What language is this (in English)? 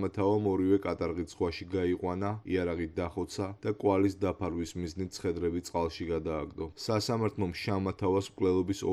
Georgian